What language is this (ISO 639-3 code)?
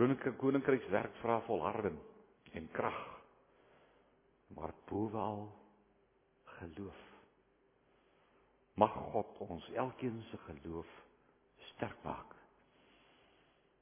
afr